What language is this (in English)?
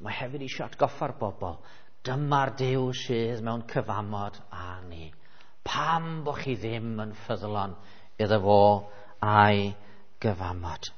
Welsh